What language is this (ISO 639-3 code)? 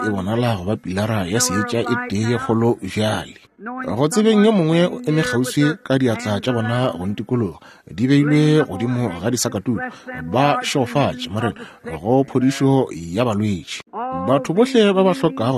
nso